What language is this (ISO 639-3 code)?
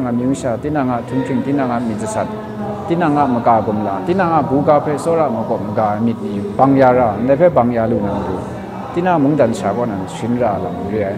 kac